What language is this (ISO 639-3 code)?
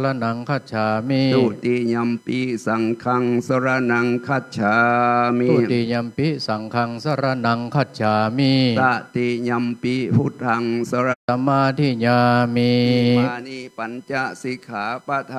pli